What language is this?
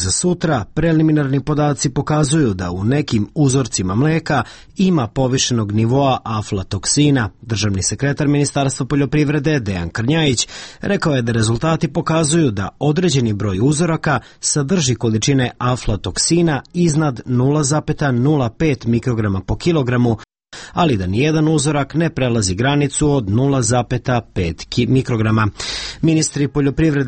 Serbian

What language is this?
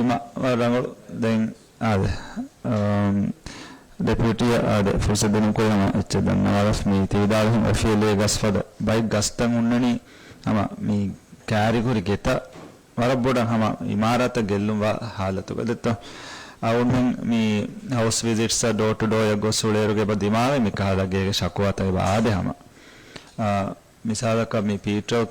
Divehi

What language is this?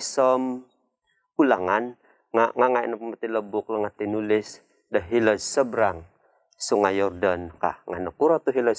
Central Dusun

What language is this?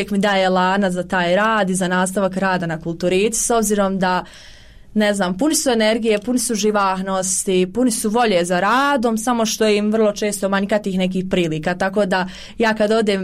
Croatian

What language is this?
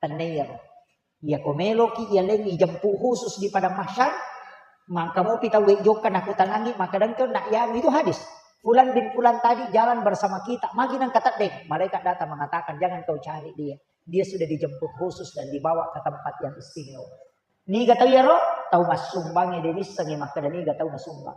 Buginese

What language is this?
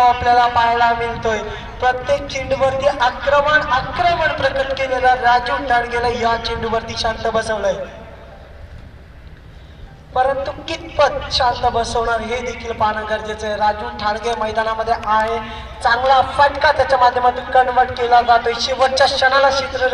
Marathi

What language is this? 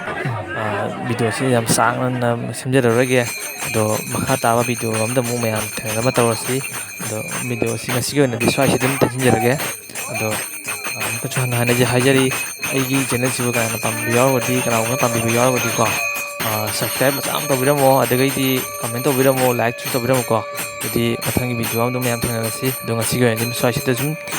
Manipuri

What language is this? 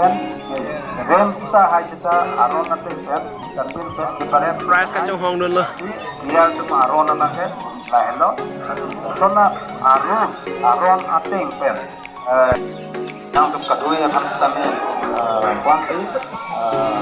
Karbi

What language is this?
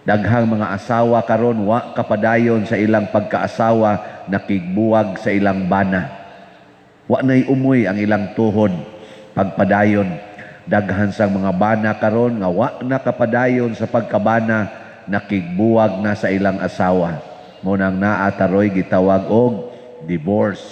Cebuano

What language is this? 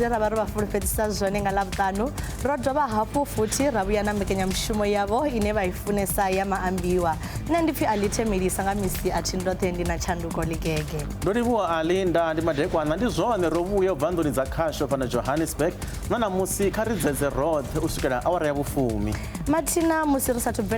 Venda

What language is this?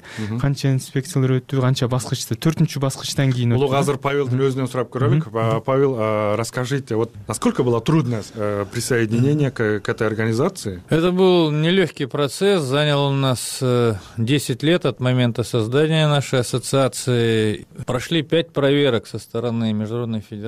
Kyrgyz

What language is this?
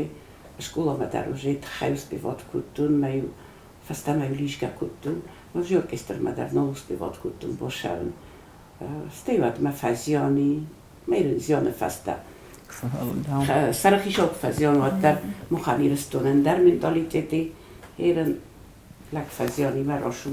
Ossetic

